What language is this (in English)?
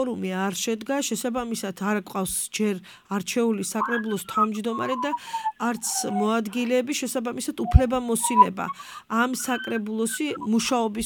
Georgian